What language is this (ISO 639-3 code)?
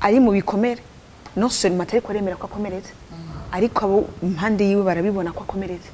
run